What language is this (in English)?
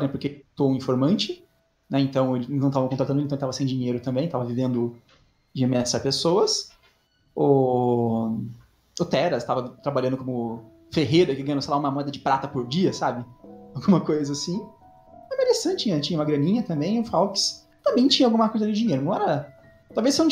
Portuguese